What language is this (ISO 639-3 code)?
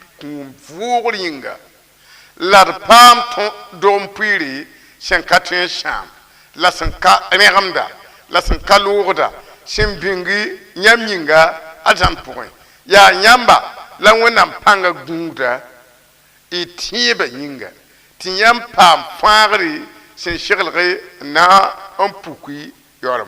mos